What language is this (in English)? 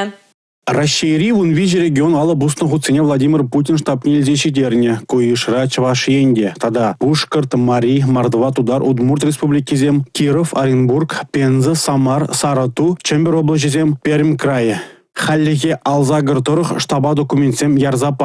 Chuvash